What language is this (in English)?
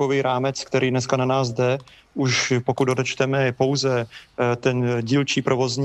Czech